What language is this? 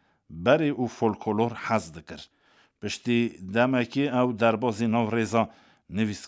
Kurdish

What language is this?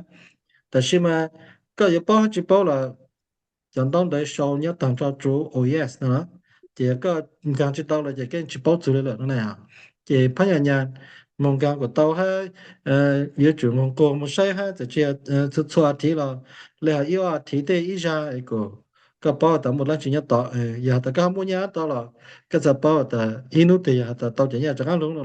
Hmong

